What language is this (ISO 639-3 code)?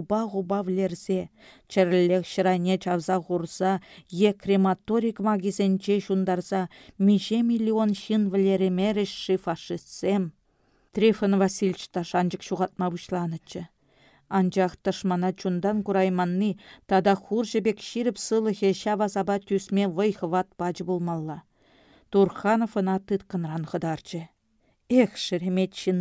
chv